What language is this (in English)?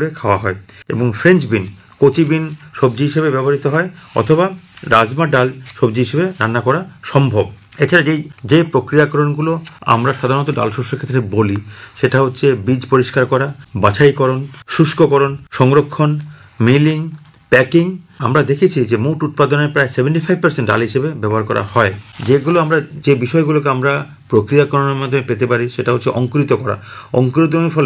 Bangla